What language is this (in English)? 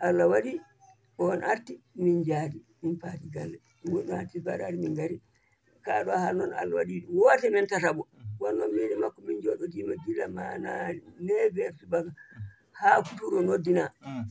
Fula